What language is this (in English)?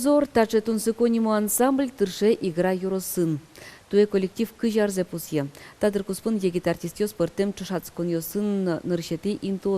Udmurt